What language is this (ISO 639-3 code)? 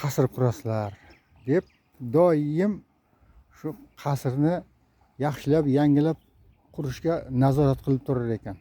uzb